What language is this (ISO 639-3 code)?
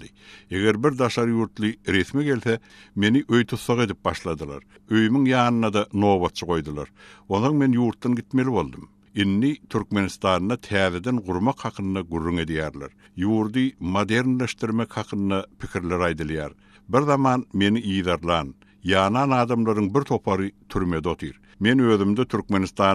tuk